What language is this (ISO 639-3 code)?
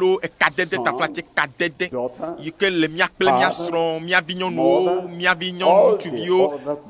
ewe